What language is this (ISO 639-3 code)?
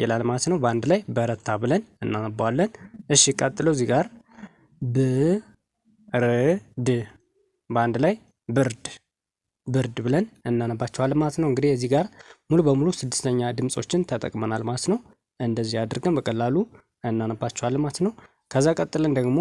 amh